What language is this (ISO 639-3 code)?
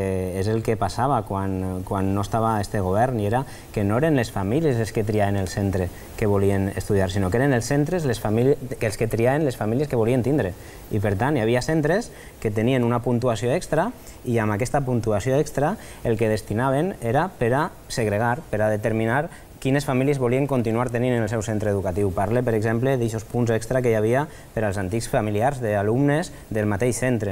cat